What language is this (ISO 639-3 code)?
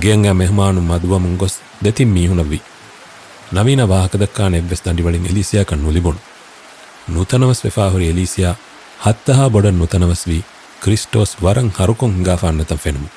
div